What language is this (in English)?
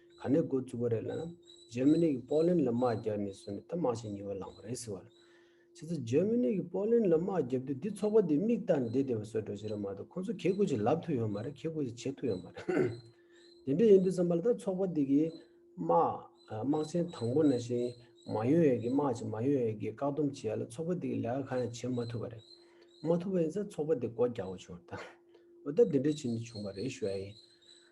Tibetan